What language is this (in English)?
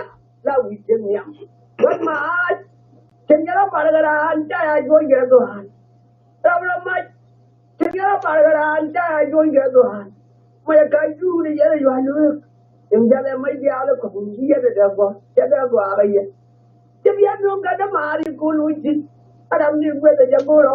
Nuer